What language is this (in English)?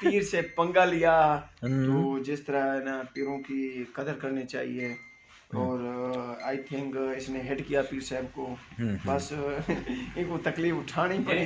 Eastern Balochi